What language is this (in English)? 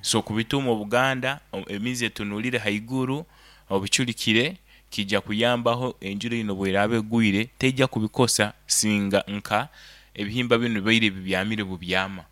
Nyankole